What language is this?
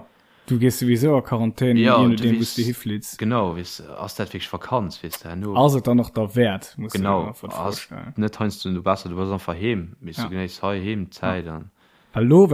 Luxembourgish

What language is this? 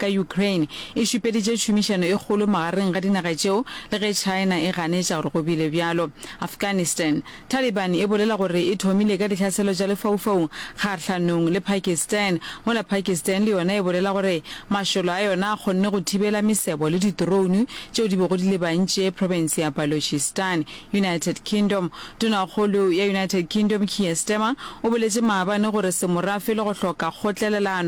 Northern Sotho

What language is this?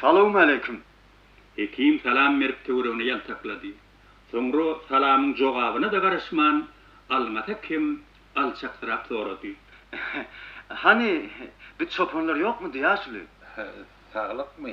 Turkmen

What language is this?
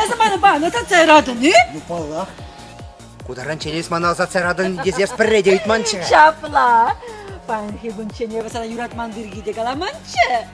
Chuvash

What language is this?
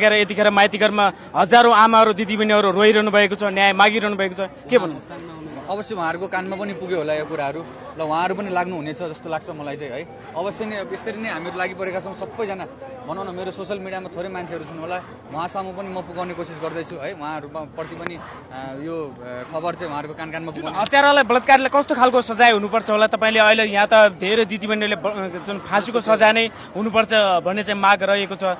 Nepali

